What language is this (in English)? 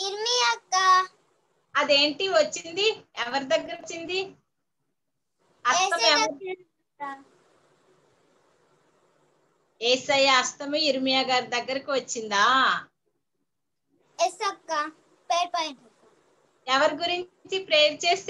Telugu